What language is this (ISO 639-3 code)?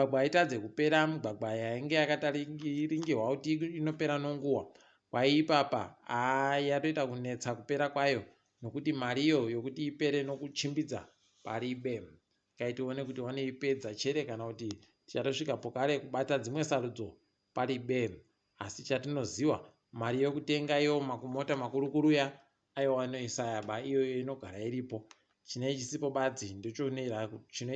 ndc